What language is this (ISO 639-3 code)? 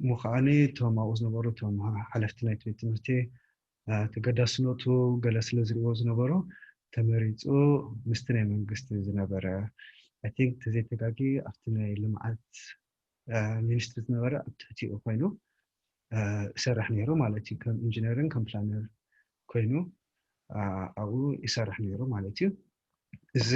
tir